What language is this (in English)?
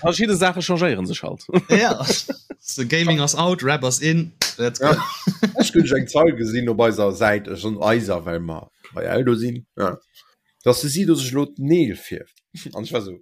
Luxembourgish